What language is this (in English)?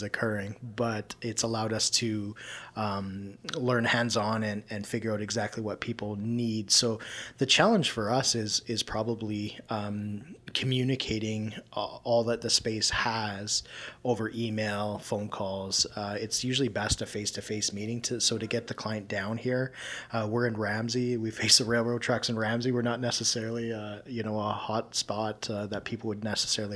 English